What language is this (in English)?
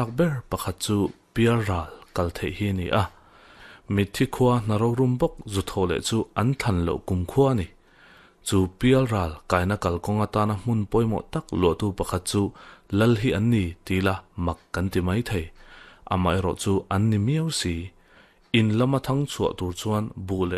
Mizo